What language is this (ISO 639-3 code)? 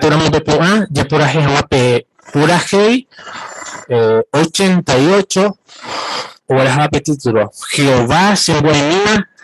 grn